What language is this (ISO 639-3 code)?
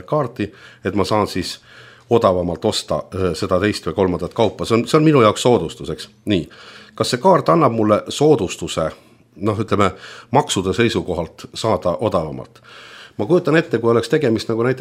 est